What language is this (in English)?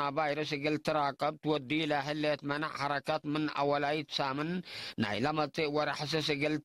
Tigre